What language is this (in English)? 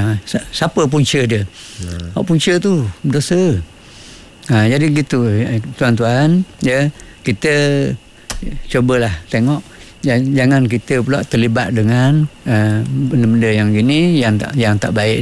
Malay